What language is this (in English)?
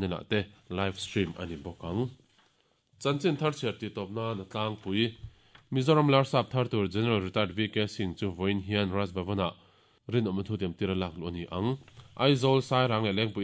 Mizo